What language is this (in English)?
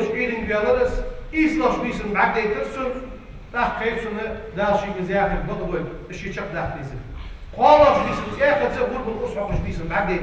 Ingush